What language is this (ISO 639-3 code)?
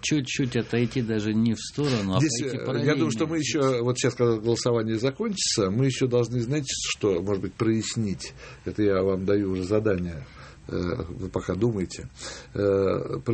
rus